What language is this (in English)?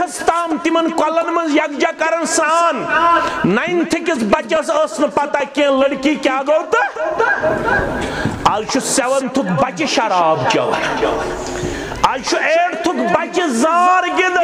Kashmiri